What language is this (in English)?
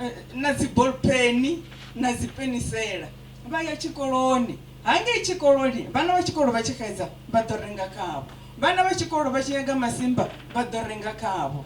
Venda